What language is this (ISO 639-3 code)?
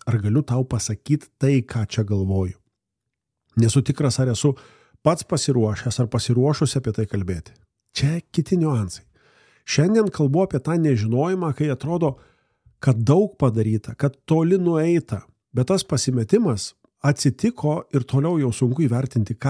lit